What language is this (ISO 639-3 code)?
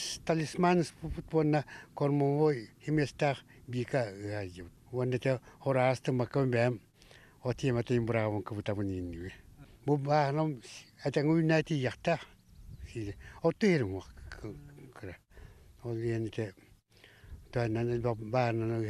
sah